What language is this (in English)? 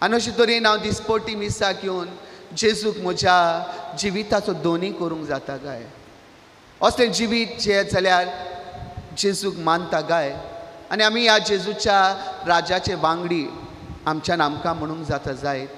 Konkani